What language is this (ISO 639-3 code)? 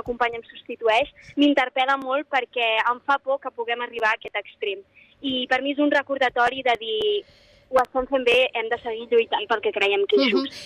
cat